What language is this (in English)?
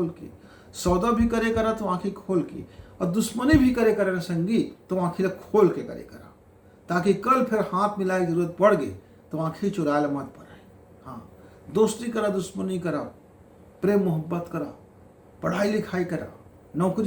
Chhattisgarhi